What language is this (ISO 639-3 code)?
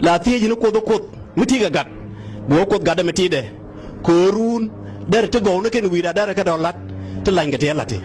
nus